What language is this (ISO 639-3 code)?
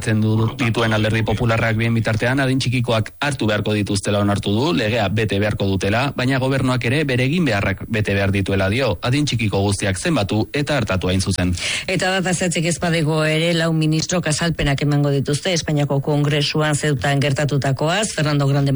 eus